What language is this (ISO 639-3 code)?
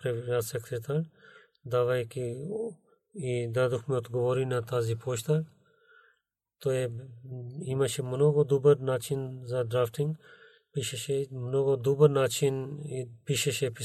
bul